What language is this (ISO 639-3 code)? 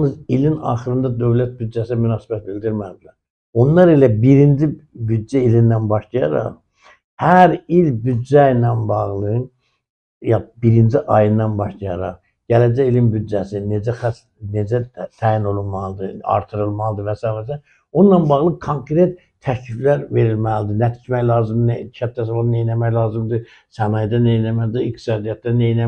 aze